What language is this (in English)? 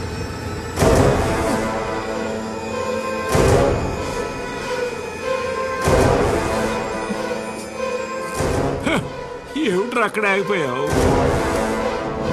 Telugu